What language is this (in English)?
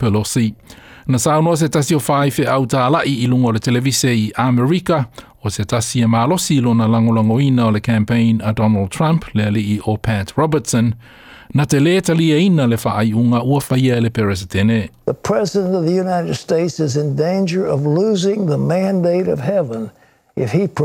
Samoan